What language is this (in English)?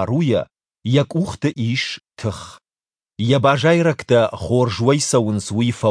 Ossetic